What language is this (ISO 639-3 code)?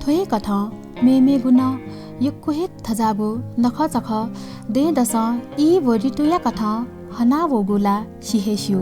new